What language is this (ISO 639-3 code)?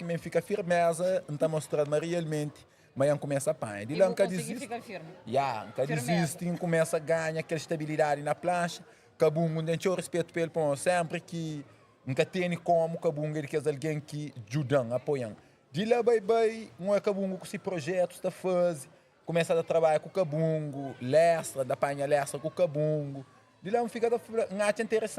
kea